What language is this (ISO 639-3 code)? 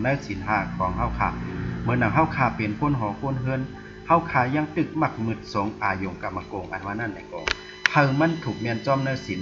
shn